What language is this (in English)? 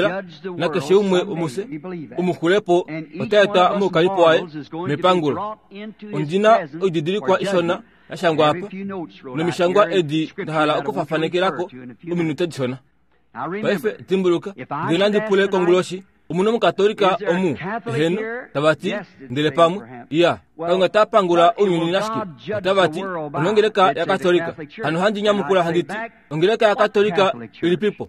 Kuanyama